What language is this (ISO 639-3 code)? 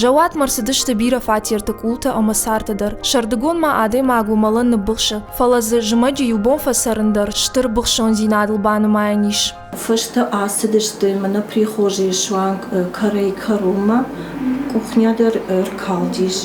oss